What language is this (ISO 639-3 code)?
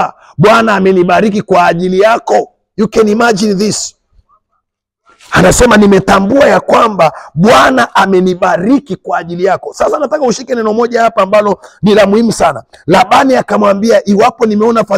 swa